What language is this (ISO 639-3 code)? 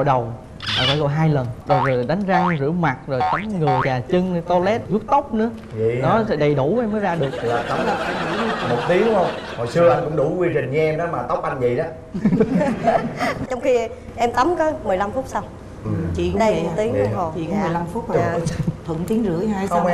vie